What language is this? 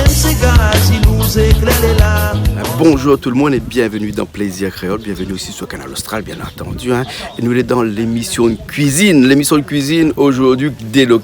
Réunion Creole French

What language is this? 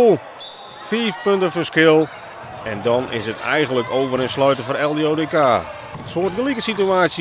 Western Frisian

